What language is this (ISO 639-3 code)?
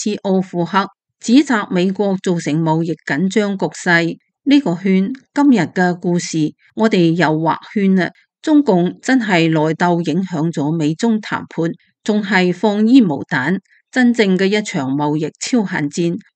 yue